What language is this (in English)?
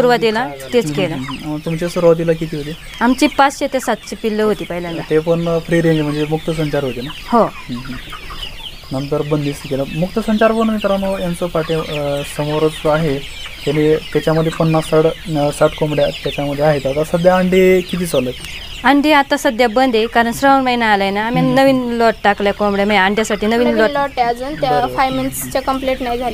Marathi